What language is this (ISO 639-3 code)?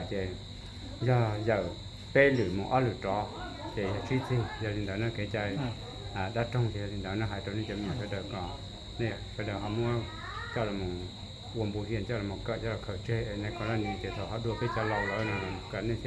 hmn